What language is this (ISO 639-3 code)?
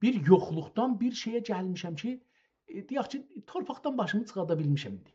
azb